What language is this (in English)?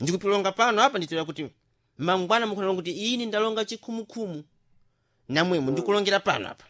Sena